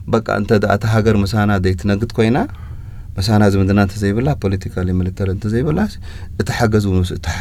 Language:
Tigrinya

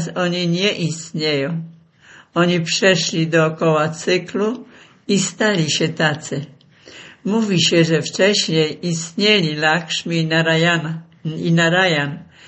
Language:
Polish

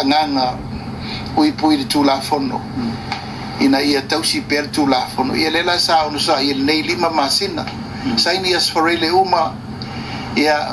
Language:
Samoan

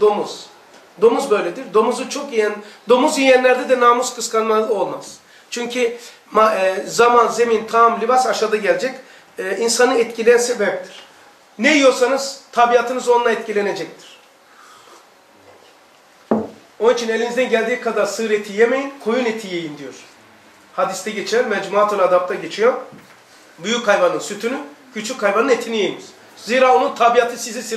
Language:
Turkish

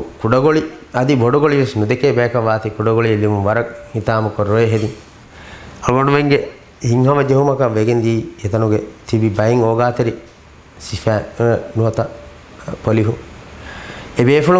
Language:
Divehi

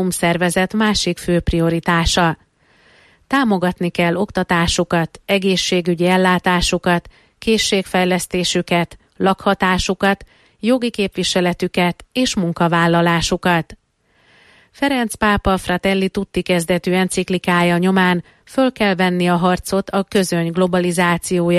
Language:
Hungarian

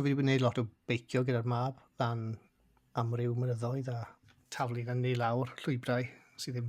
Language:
Welsh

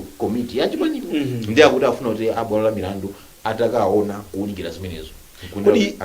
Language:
Nyanja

